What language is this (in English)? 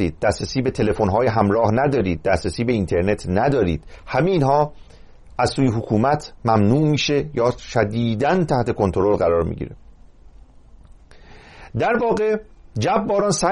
Persian